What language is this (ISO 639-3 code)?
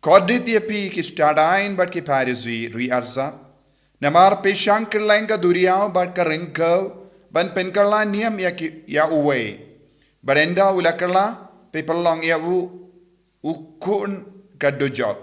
kha